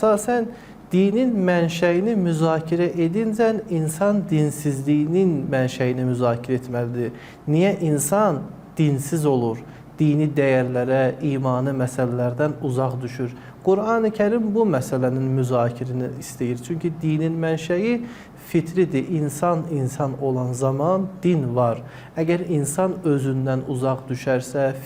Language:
Azerbaijani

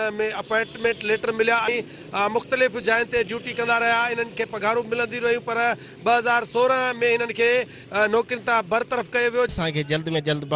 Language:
Sindhi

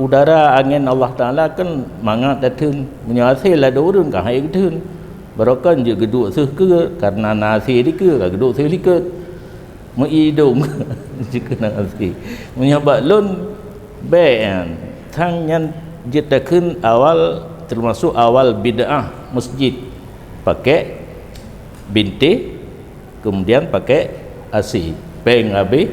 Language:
Achinese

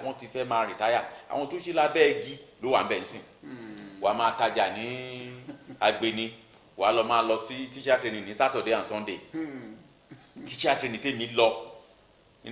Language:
Yoruba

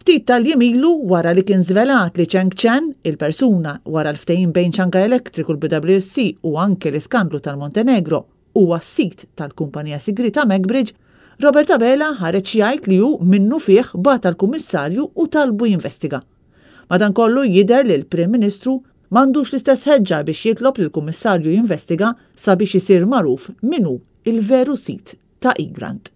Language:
Maltese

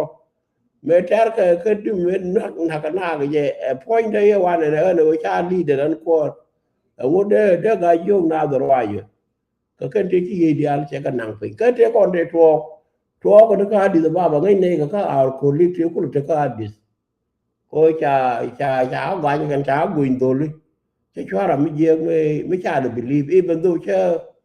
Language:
Nuer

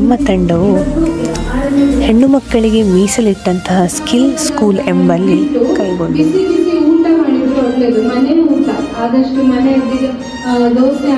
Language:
Kannada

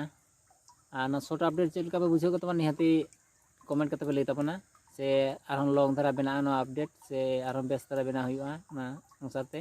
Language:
Santali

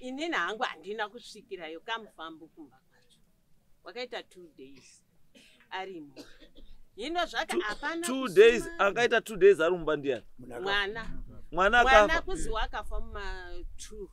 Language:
Shona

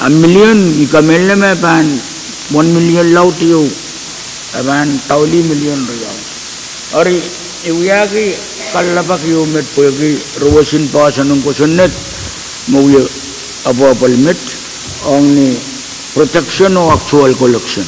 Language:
Pohnpeian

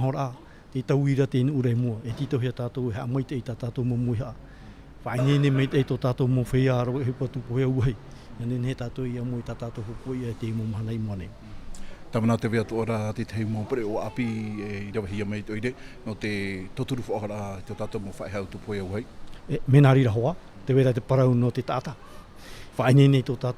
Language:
Tahitian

